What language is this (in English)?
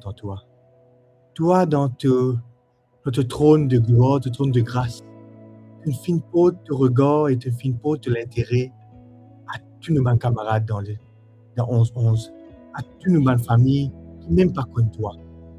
Morisyen